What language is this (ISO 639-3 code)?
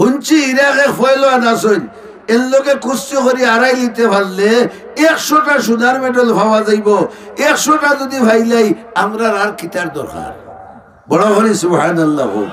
syl